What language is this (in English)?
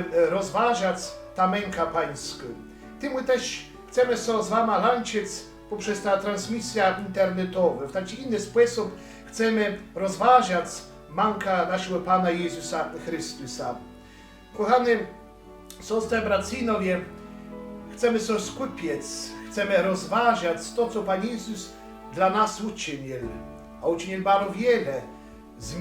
Kashubian